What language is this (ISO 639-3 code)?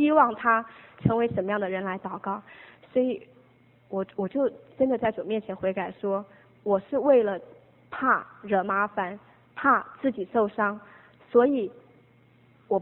zho